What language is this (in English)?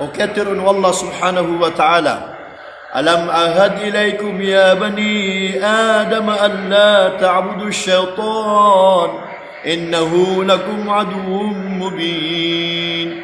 Maranao